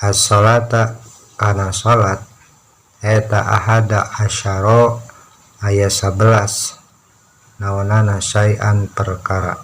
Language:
Sundanese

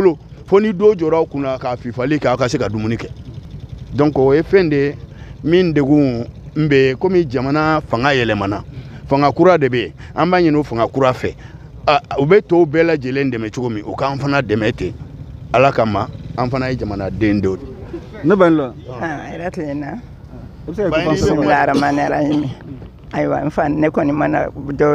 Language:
Bambara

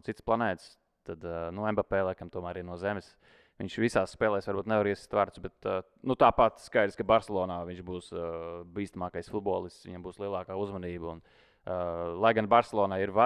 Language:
Latvian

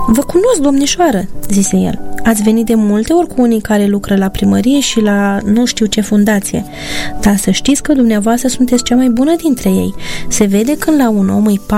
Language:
Romanian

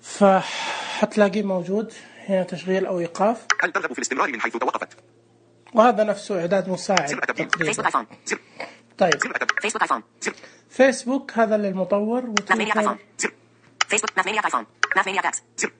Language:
Najdi Arabic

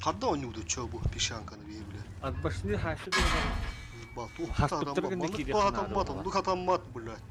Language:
Yakut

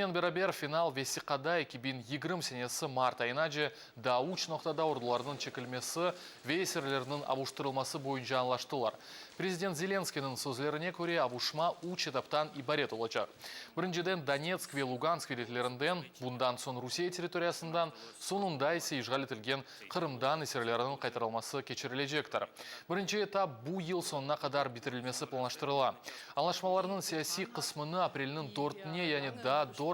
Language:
Crimean Tatar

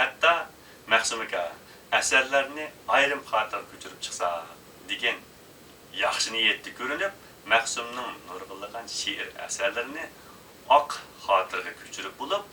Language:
Uyghur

